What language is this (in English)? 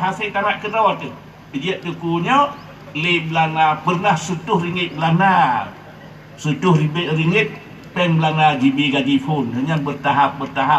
Achinese